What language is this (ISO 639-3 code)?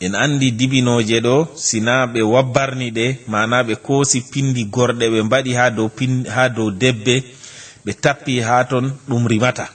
ful